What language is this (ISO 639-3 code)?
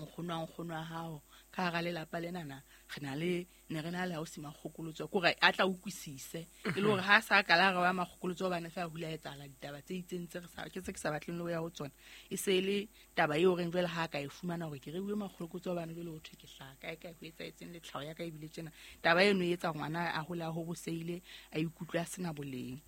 sot